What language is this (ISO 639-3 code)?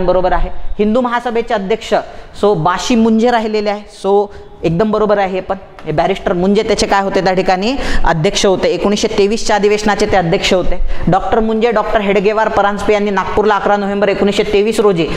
mar